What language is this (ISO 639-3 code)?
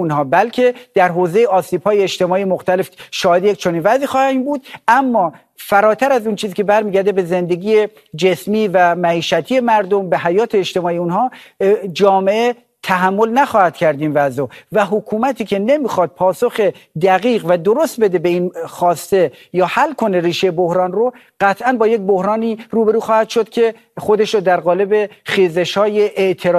fas